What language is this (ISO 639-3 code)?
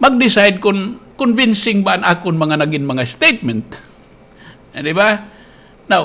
war